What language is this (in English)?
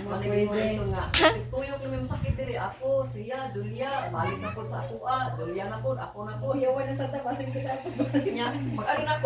Cebuano